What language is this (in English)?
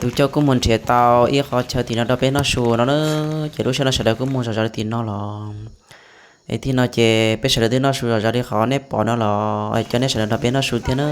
Hmong